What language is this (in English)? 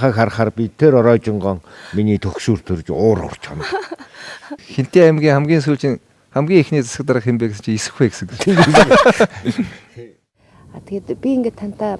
Mongolian